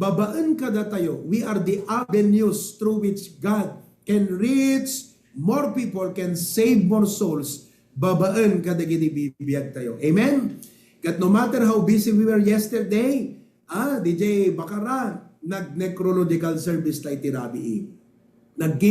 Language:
Iloko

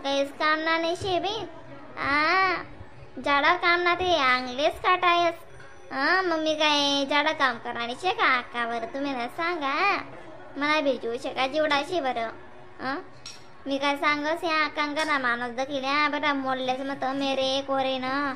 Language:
Khandesi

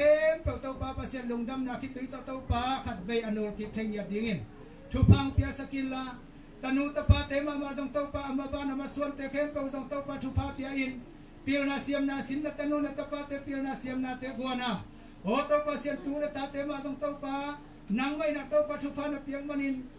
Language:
Tedim Chin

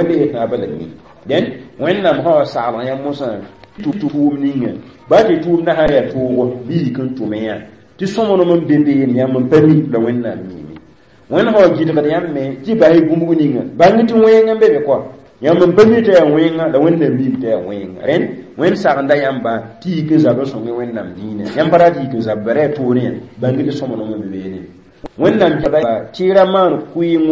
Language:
Mossi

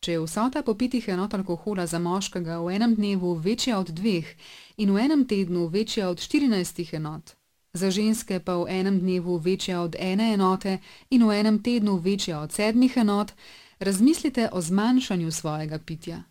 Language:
Slovenian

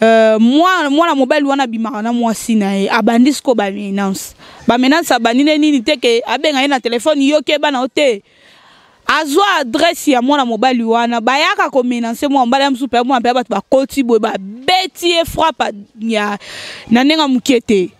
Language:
Lingala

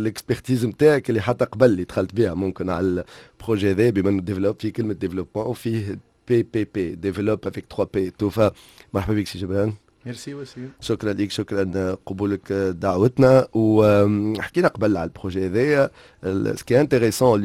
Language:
Tunisian Arabic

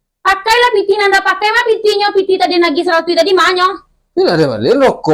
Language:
Minangkabau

